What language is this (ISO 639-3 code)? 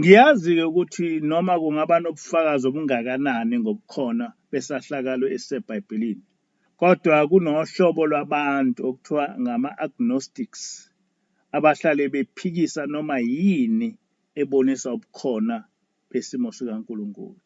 zul